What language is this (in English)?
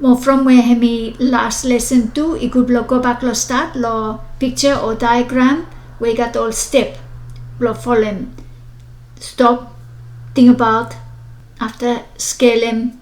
Bislama